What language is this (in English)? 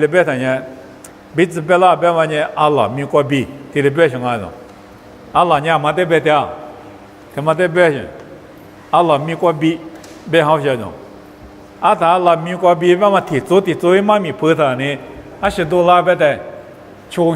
Lisu